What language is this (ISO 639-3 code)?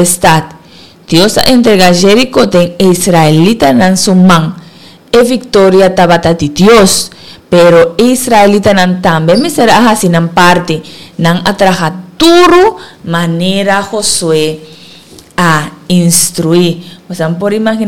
pap